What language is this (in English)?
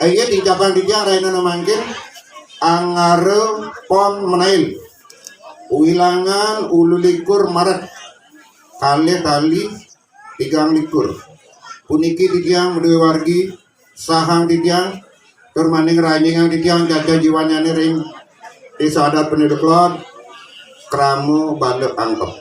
Balinese